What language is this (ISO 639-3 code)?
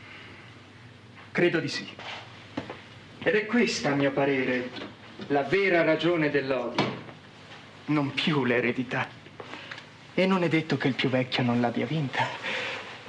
ita